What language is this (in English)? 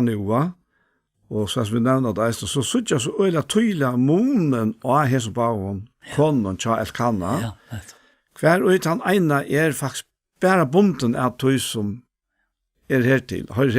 Faroese